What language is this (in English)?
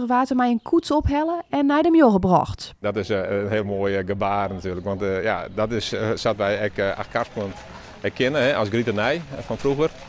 Western Frisian